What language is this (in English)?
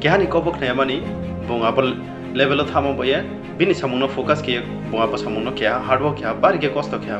Riang (India)